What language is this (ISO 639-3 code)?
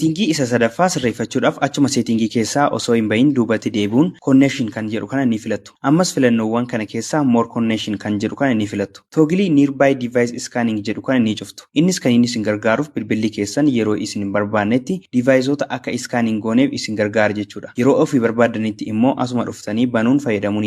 orm